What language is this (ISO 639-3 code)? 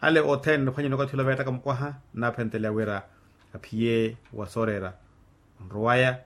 vmw